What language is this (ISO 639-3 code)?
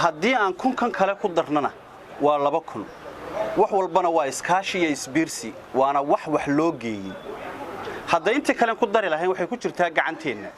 som